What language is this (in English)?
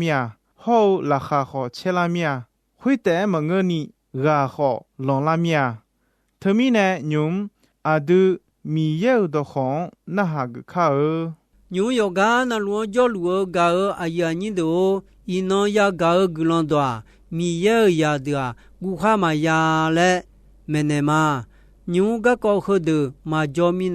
Akha